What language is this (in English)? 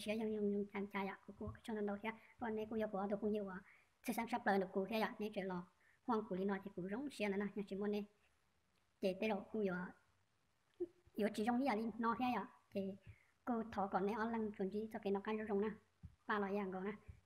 Hmong